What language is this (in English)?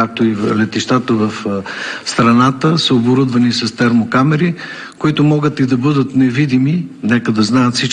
Bulgarian